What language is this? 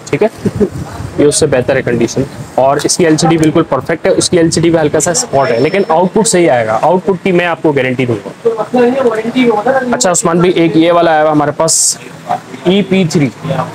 Hindi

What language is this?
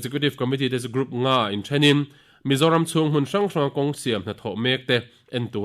Mizo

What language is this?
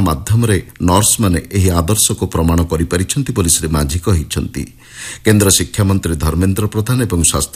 Odia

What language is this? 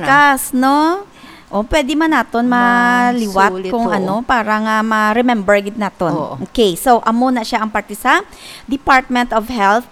Hiligaynon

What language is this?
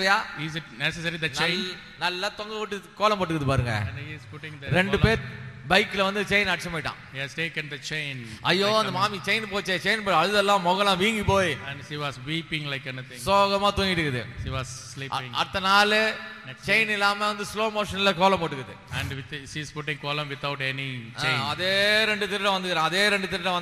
Tamil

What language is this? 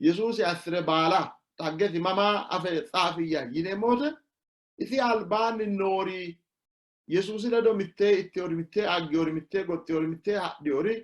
Sidamo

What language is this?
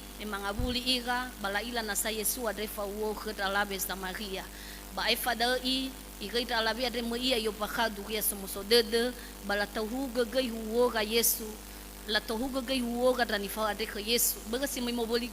Nias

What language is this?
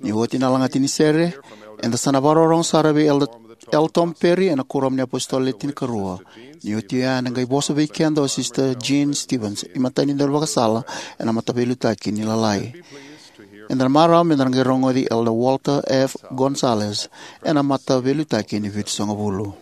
Fijian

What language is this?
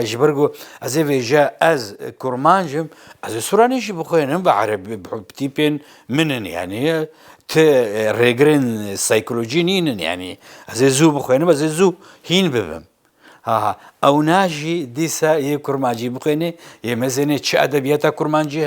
Kurdish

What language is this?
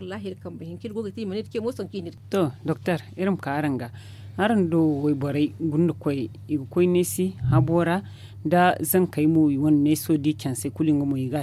Zarma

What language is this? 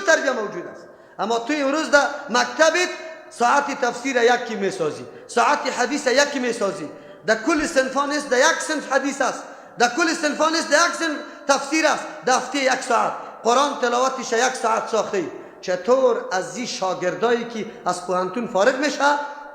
Persian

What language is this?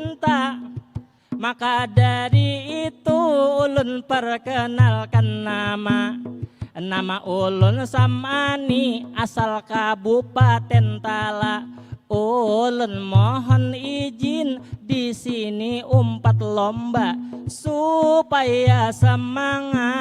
Banjar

